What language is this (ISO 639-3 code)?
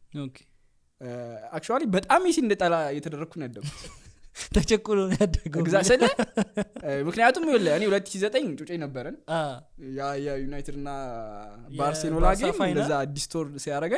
amh